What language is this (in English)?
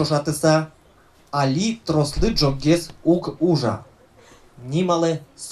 Udmurt